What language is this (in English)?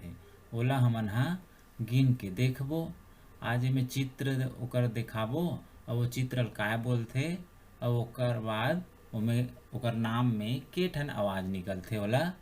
Chhattisgarhi